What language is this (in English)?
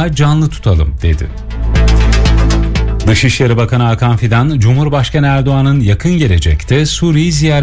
Turkish